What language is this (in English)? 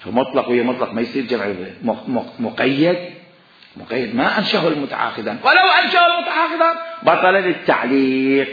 Mesopotamian Arabic